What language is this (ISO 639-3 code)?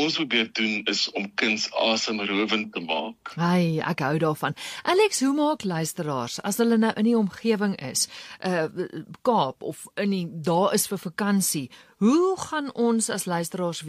afr